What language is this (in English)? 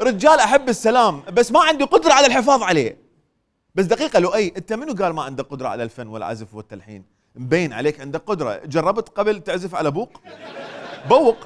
Mesopotamian Arabic